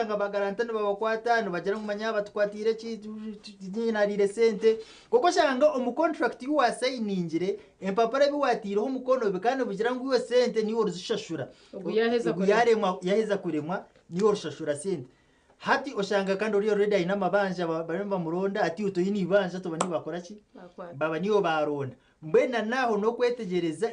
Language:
Nyankole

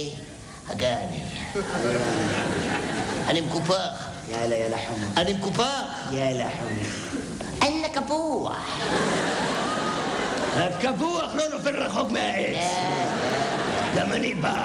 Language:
Hebrew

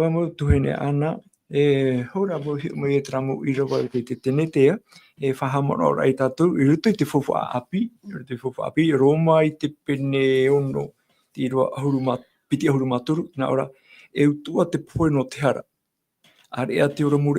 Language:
Tahitian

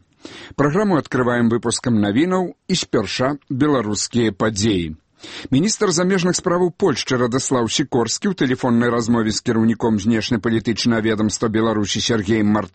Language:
Belarusian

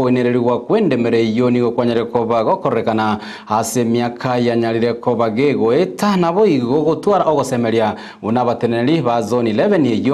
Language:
Gusii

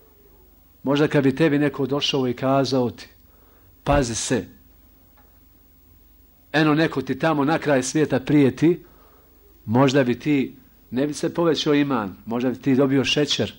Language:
Bosnian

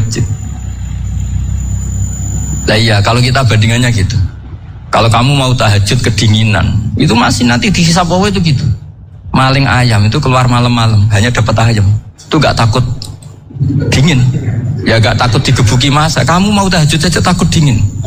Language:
Indonesian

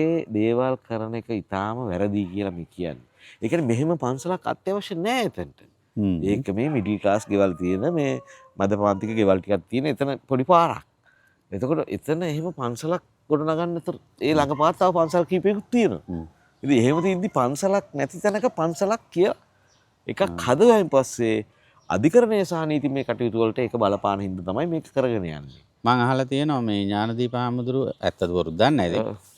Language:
Sinhala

